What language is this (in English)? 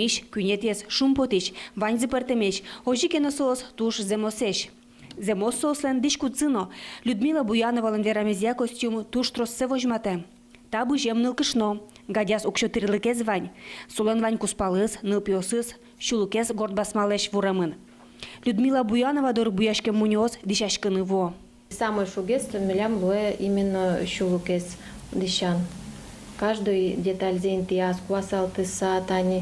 Udmurt